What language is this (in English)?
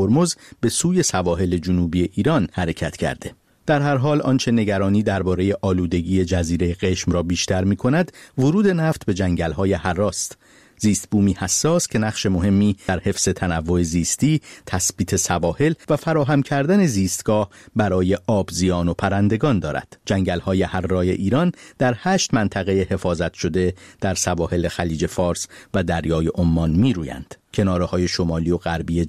Persian